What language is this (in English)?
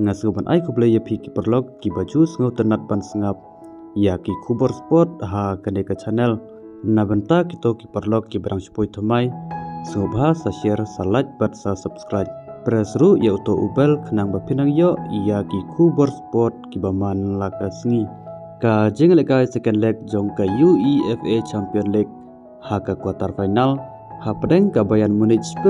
Khasi